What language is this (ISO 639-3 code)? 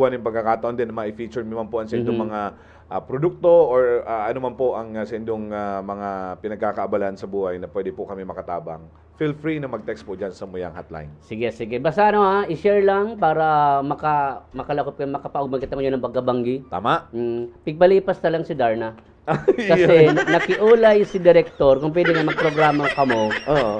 bik